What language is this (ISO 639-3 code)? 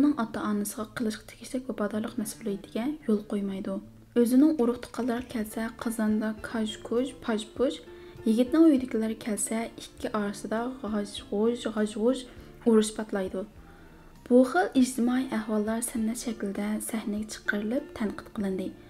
uig